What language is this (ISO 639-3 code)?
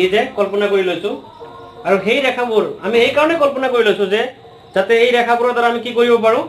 asm